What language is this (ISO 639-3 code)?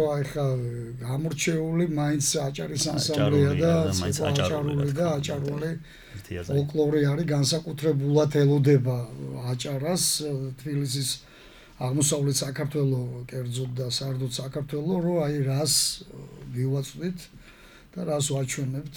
kat